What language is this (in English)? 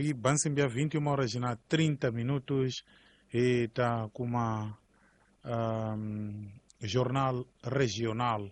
Tsonga